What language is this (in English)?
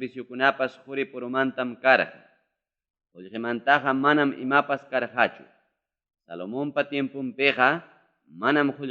Ayacucho Quechua